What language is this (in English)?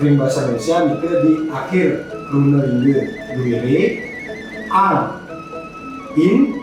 Balinese